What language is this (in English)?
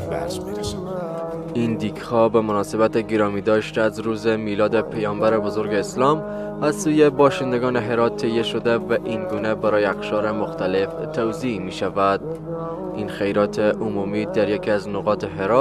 Persian